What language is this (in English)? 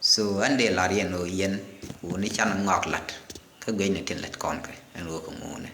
Nuer